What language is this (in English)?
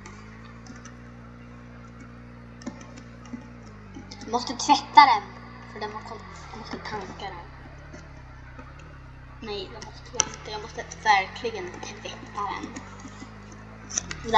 Swedish